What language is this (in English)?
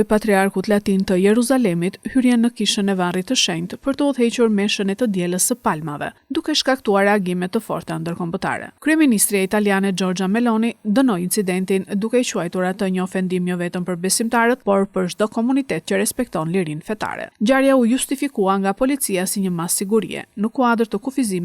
Albanian